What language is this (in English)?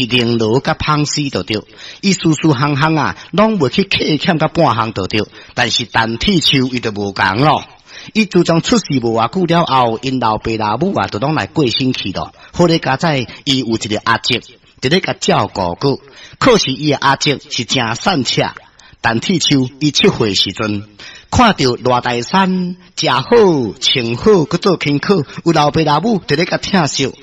Min Nan Chinese